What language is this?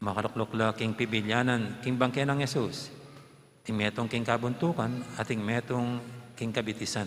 Pampanga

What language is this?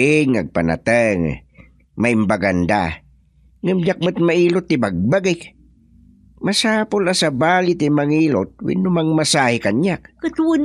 Iloko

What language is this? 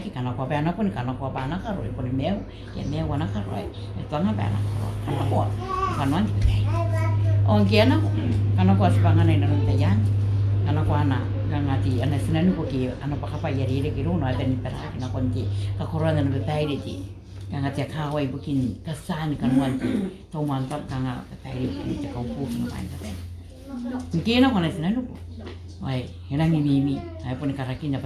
Gilbertese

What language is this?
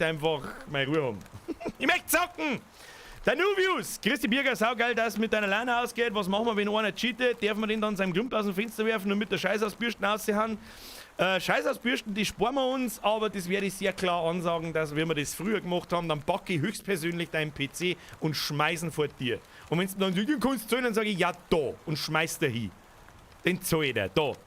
Bavarian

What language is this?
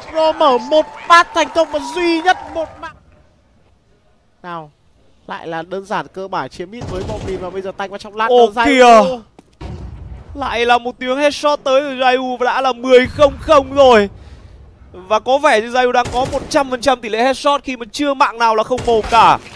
Vietnamese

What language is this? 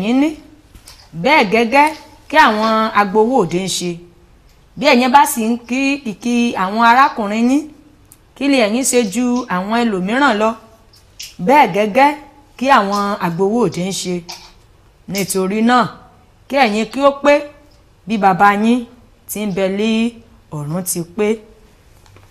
Yoruba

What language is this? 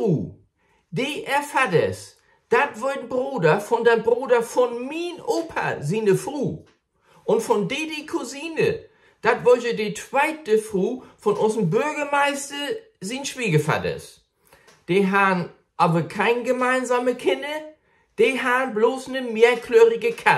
Low German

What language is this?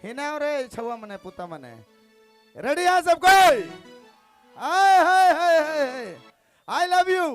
Sadri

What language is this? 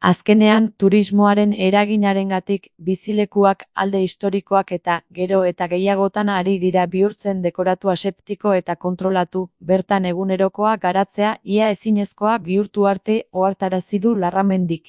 Basque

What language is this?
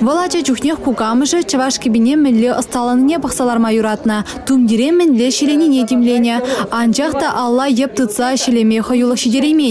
Chuvash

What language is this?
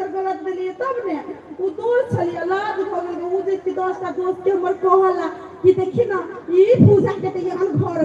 Maithili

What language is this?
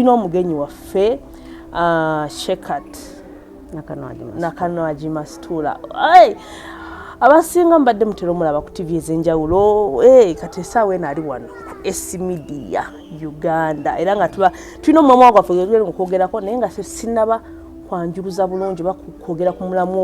Ganda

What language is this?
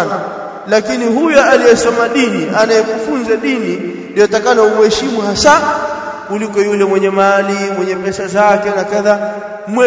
Swahili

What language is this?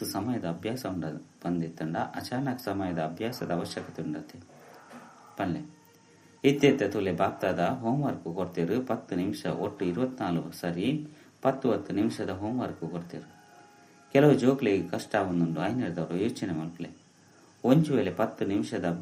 Tulu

